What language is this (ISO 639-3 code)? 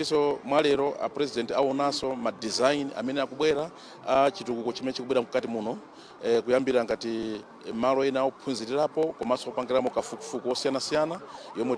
nya